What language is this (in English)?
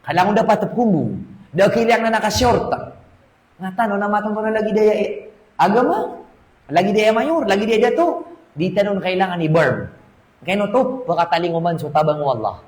Maranao